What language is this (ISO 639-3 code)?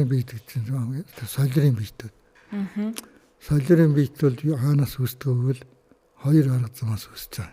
mon